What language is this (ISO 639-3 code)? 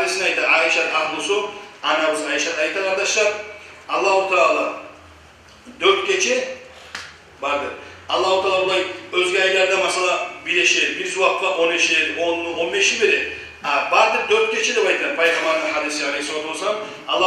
kum